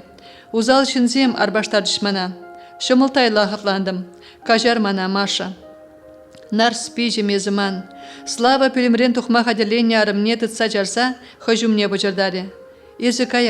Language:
Chuvash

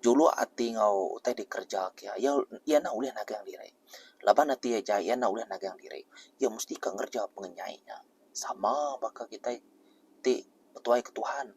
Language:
Iban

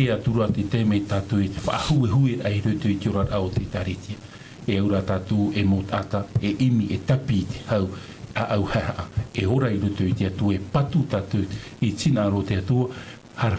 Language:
Tahitian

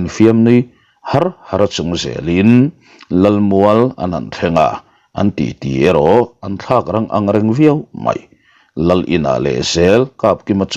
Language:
Mizo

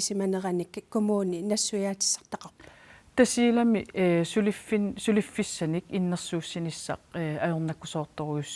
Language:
Kalaallisut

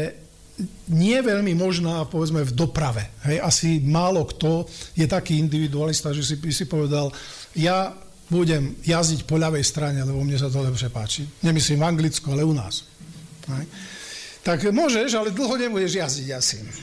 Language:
Slovak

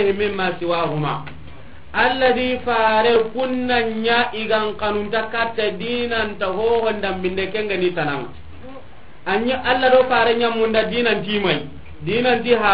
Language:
Soninke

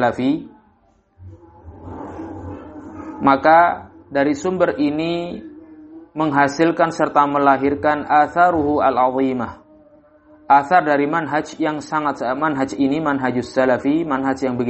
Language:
Indonesian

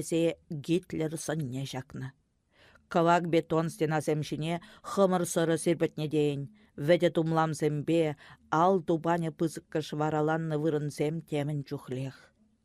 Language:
Chuvash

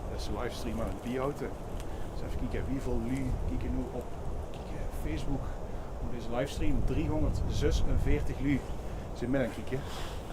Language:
Limburgish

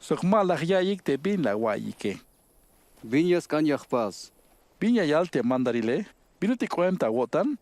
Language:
Tzeltal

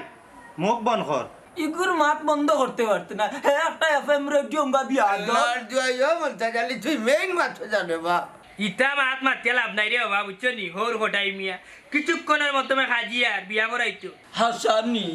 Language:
Sylheti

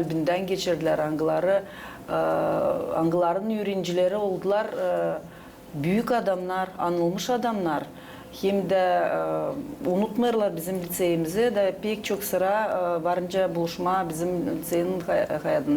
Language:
Gagauz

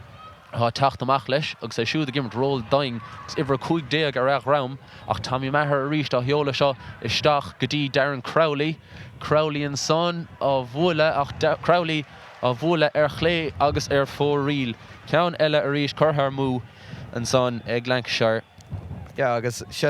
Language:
Irish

